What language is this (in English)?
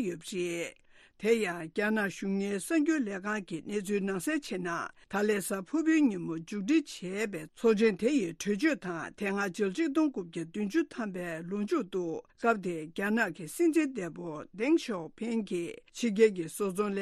Tibetan